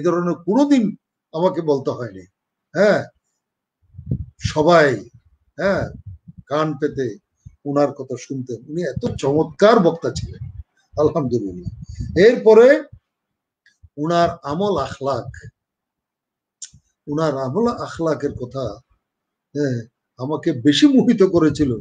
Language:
Bangla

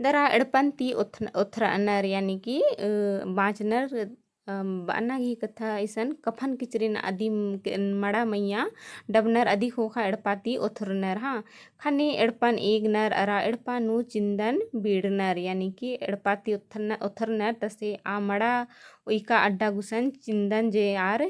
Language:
Kurukh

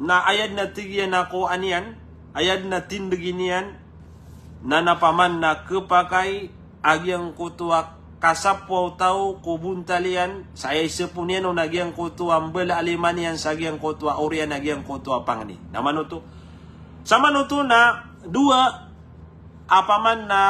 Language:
Maranao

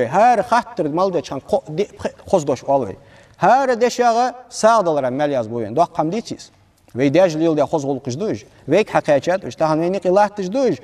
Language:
Ingush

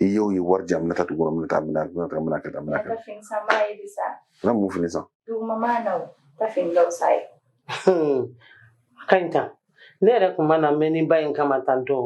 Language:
Bambara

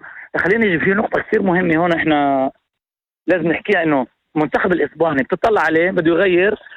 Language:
North Levantine Arabic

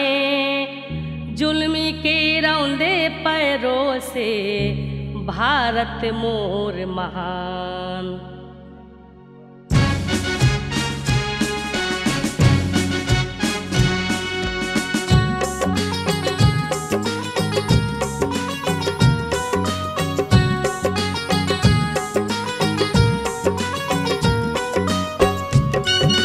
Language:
Bhojpuri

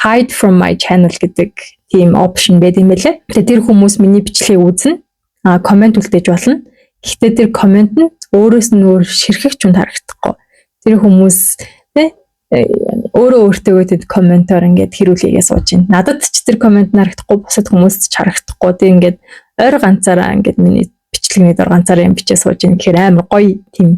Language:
Mongolian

